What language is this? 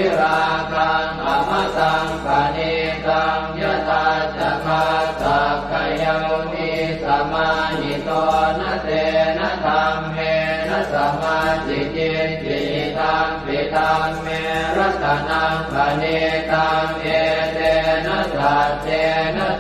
Pali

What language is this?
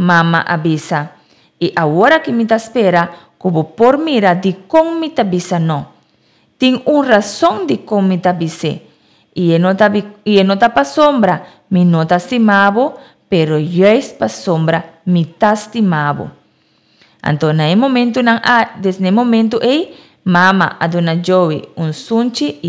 Papiamento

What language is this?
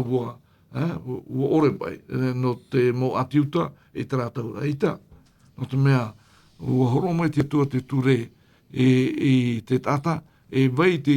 Tahitian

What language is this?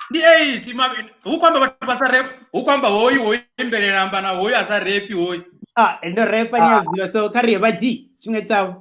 Venda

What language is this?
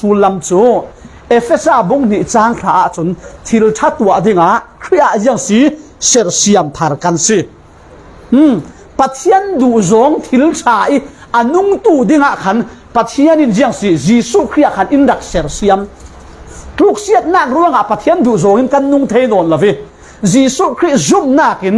Falam Chin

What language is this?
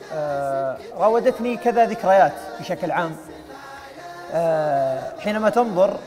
Arabic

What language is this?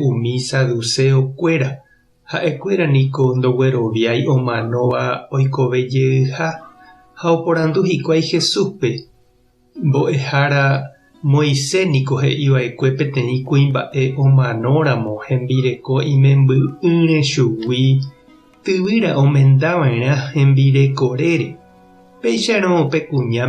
Guarani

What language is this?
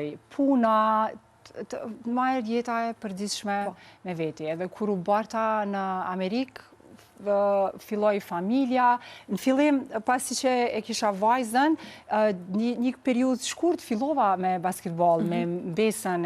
Albanian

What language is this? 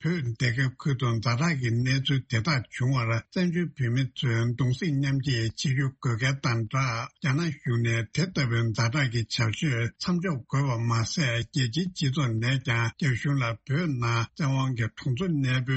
Tibetan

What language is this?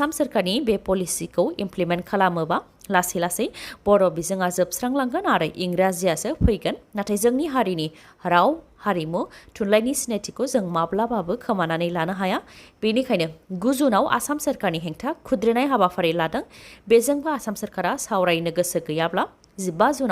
Bodo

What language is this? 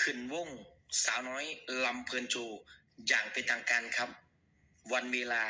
Northeastern Thai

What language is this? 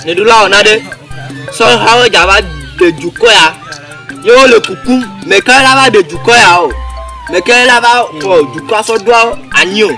Ewe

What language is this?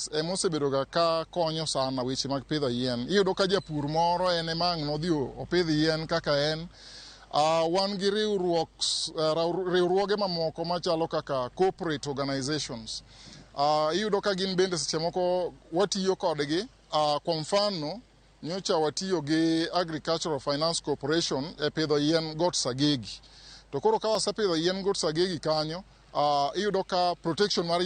Luo (Kenya and Tanzania)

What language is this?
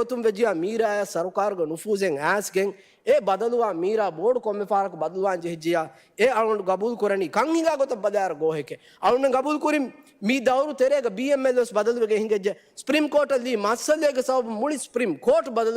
Divehi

